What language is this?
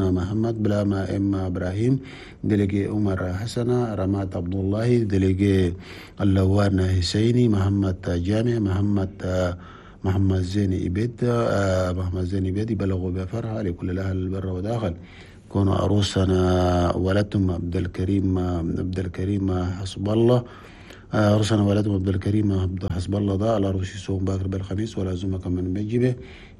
Chadian Arabic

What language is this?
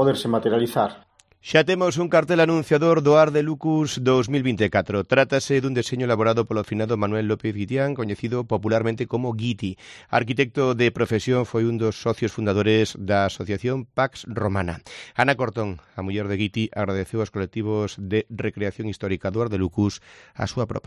Galician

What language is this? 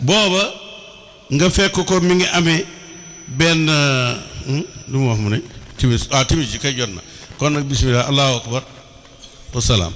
Wolof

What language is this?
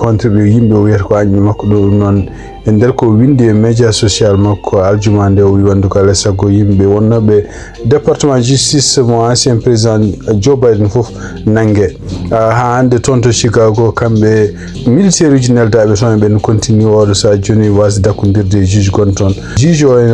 Fula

